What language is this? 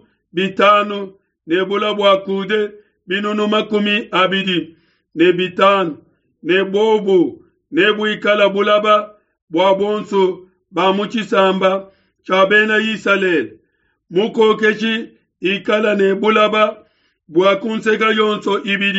Luba-Lulua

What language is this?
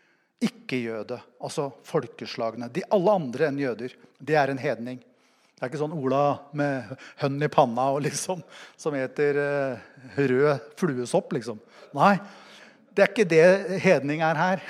Norwegian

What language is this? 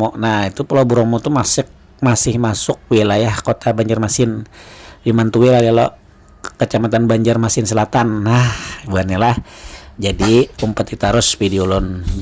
Banjar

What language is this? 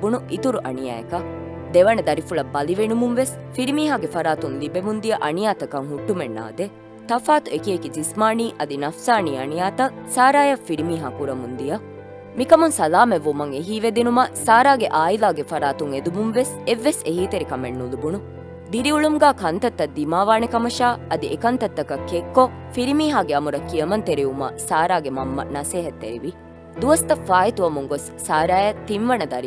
Divehi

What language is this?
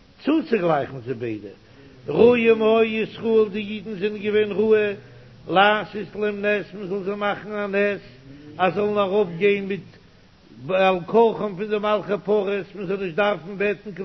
Yiddish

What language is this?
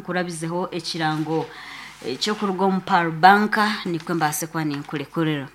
Nyoro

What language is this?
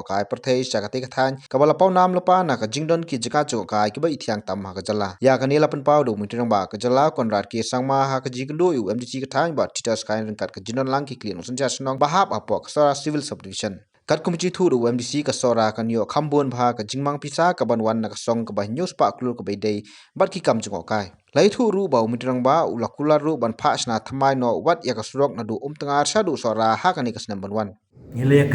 Khasi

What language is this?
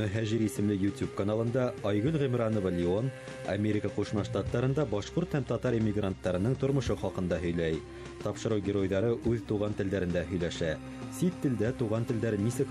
Bashkir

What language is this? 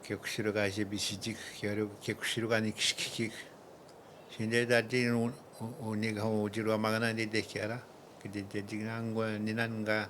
Atikamekw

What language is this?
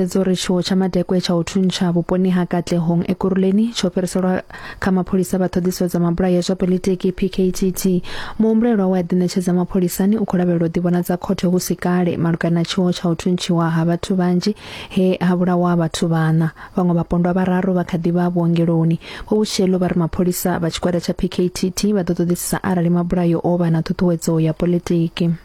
Venda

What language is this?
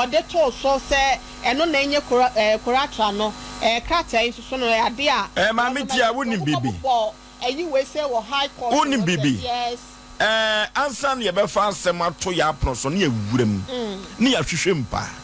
Akan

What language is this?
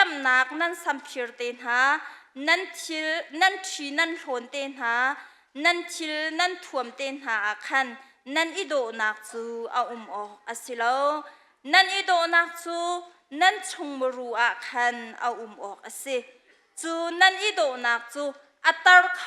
Hakha Chin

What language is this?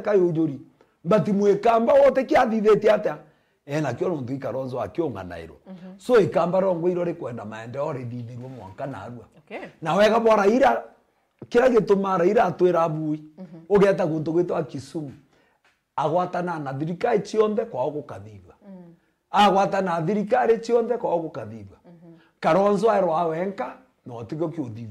Meru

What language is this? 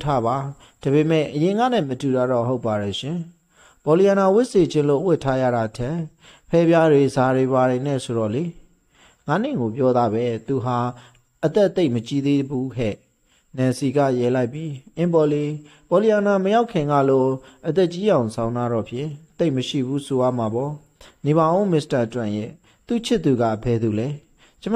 Burmese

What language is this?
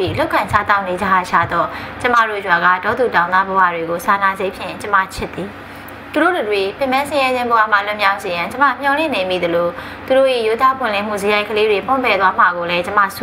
Burmese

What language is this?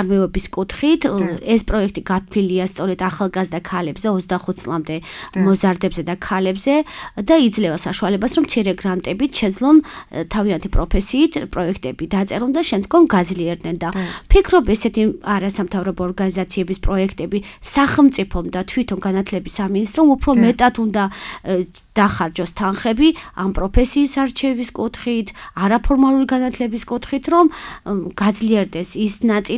Georgian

